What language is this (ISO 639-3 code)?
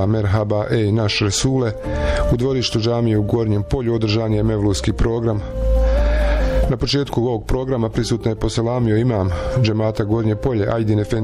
bos